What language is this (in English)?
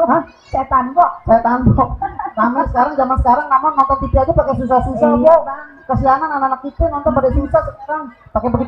Betawi